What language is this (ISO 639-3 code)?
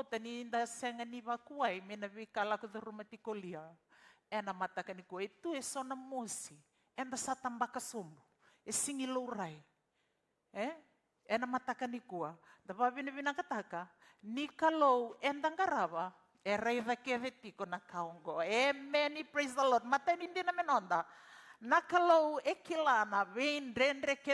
fij